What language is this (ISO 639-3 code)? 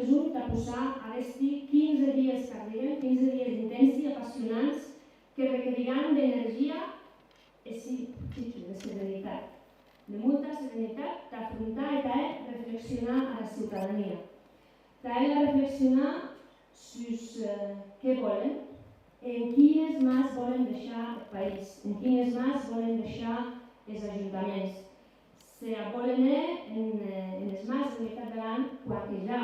oci